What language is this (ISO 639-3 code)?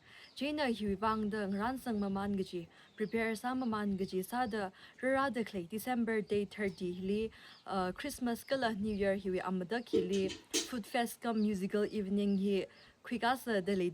nmf